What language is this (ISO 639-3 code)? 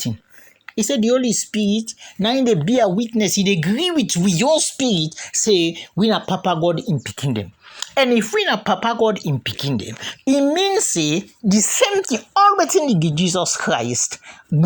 kri